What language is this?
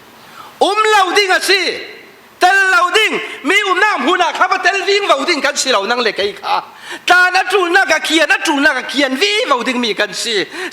Falam Chin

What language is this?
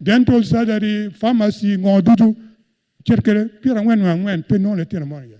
Acoli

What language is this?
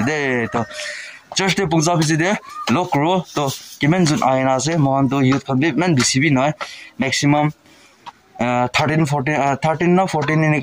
Naga Pidgin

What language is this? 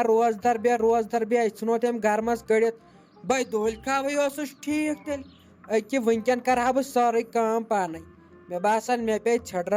Kashmiri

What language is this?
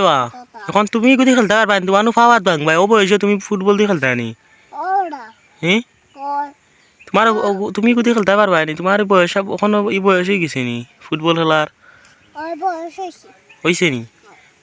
Sylheti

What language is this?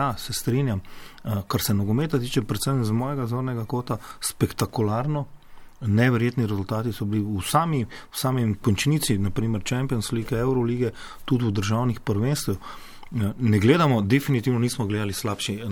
Slovenian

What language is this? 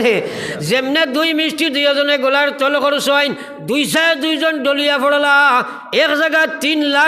Sylheti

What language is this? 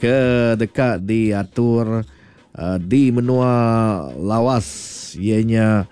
Iban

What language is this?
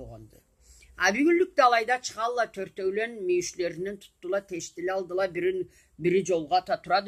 Karachay-Balkar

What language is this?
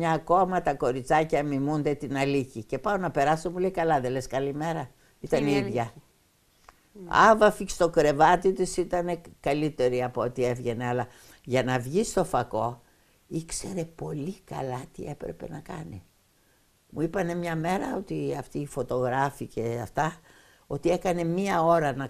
Greek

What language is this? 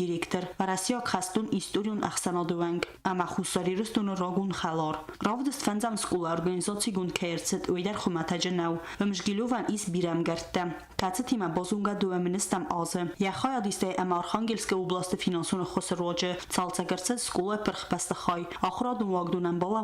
Ossetic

